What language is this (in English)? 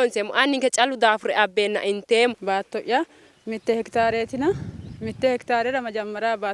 Sidamo